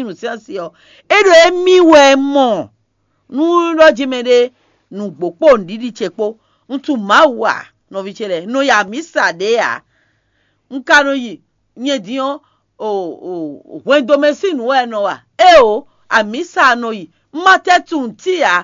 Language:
Fon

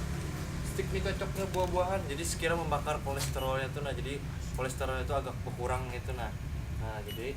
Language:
Banjar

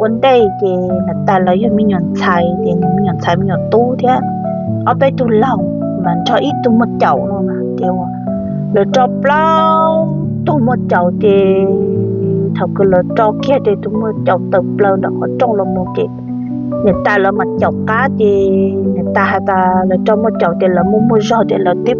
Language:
Hmong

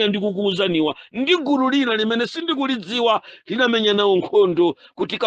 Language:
Nyanja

